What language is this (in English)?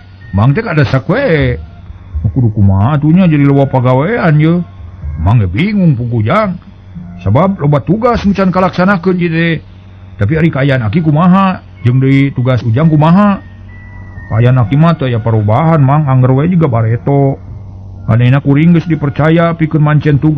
Sundanese